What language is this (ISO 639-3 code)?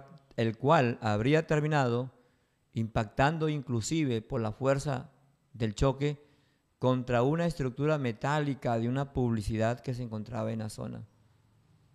spa